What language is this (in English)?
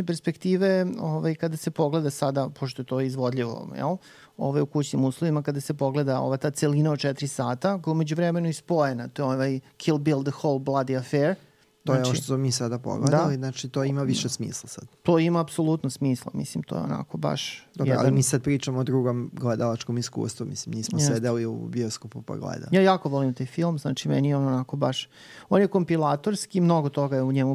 Serbian